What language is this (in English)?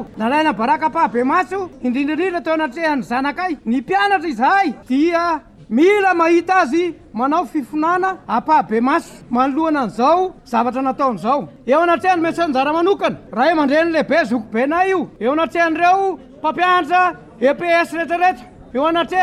Malagasy